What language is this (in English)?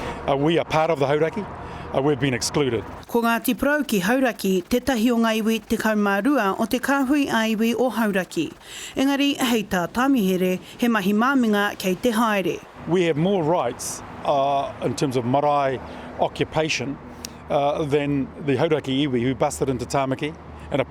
Māori